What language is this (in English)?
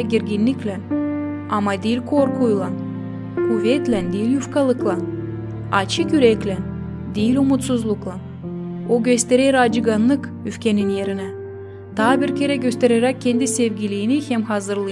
Gagauz